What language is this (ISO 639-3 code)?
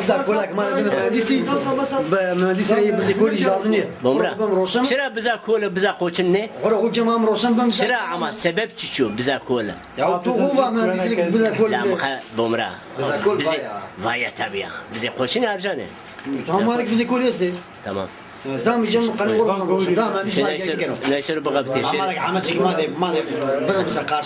zza